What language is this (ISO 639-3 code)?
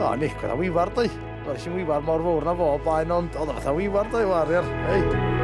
cym